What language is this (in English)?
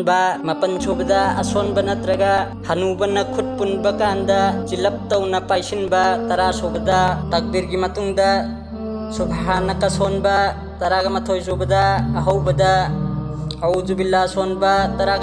Manipuri